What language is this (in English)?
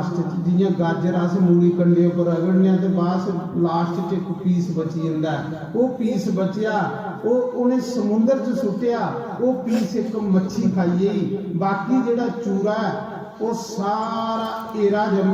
Dogri